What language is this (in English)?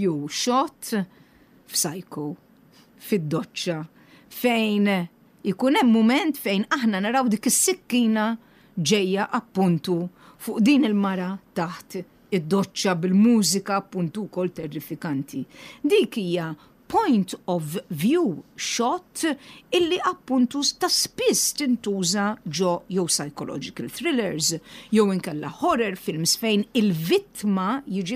Maltese